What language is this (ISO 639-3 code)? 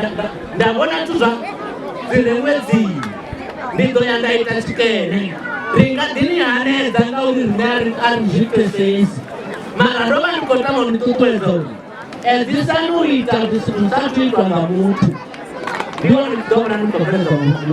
ven